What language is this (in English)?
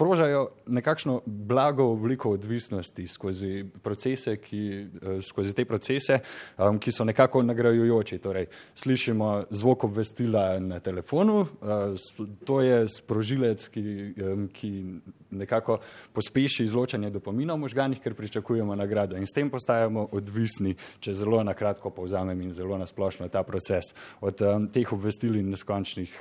Slovenian